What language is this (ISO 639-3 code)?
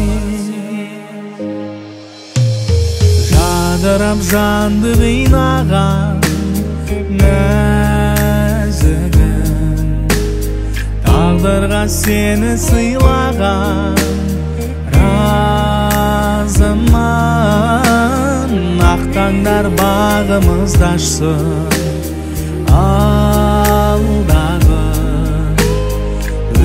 kaz